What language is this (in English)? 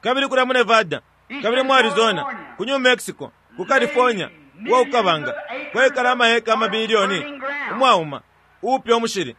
Bemba